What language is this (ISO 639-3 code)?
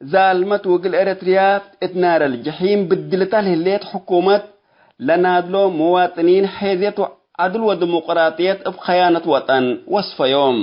tig